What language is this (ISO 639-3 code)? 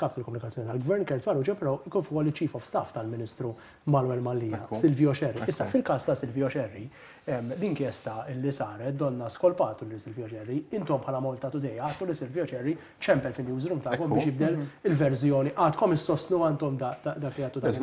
mlt